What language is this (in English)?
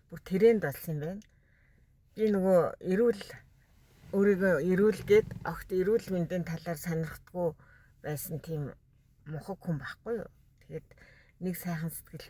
Mongolian